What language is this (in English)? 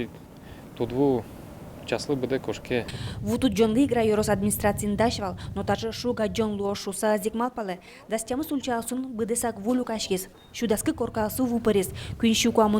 Udmurt